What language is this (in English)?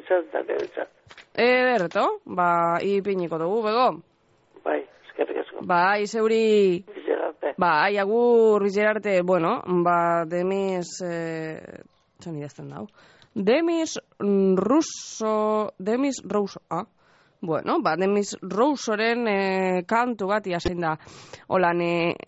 Basque